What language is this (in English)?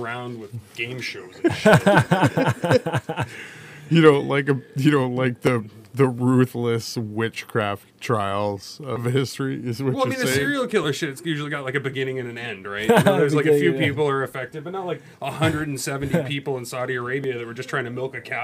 English